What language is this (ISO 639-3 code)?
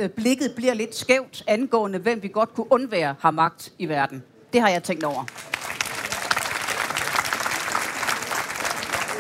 dan